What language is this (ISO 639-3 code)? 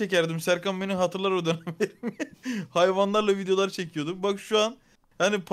tur